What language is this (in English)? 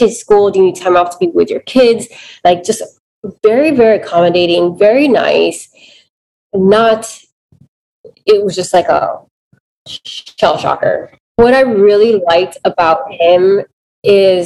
English